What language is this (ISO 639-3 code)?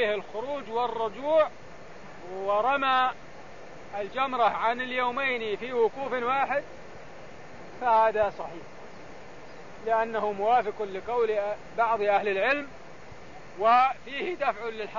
ara